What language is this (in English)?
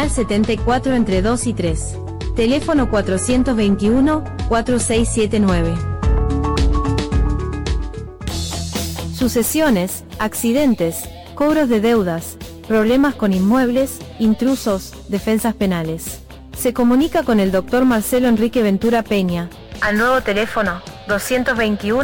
Spanish